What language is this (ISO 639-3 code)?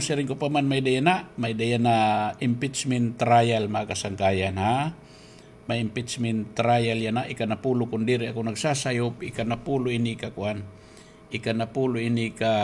war